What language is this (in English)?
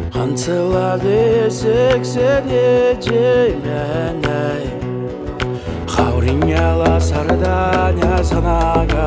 Kazakh